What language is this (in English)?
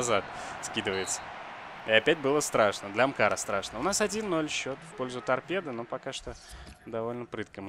Russian